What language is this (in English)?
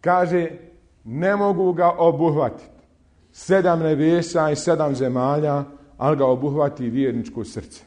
Bosnian